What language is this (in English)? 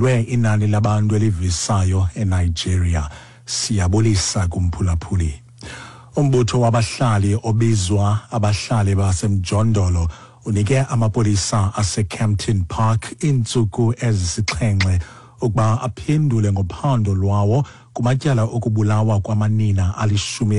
Xhosa